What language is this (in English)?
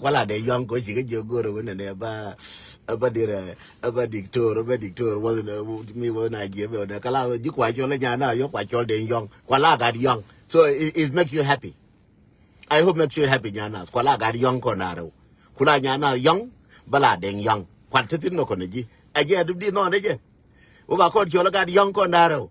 Nuer